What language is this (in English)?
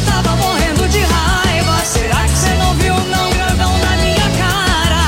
Portuguese